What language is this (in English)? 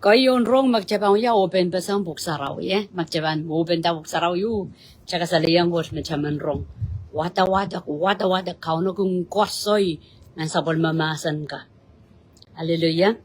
Pohnpeian